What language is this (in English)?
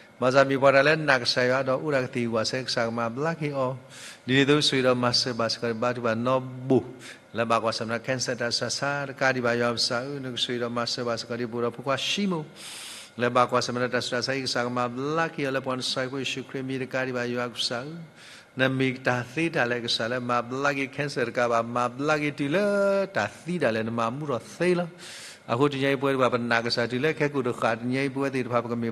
S'gaw Karen